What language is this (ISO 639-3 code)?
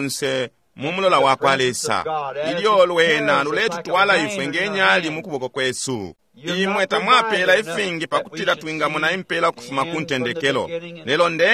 bem